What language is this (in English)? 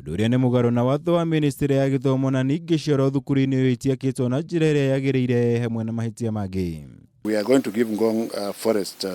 Kikuyu